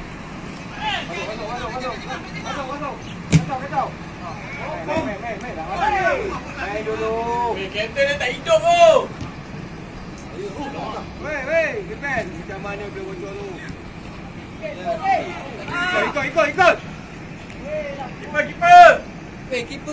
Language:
Malay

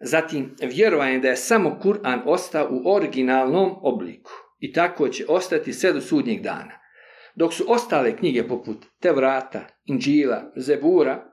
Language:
Bosnian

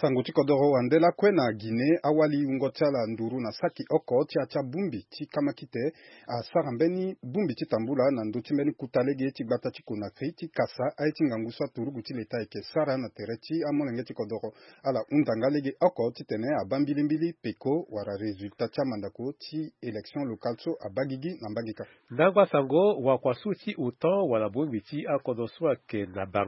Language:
Sango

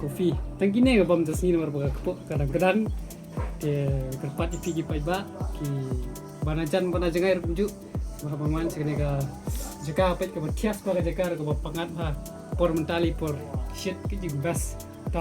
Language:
Khasi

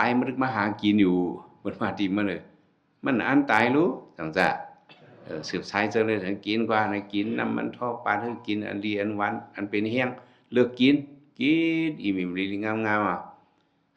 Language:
Shan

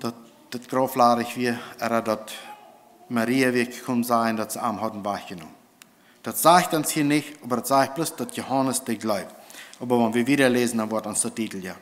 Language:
Plautdietsch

